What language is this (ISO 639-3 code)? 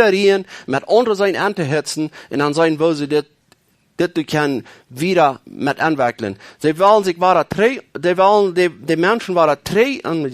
pdt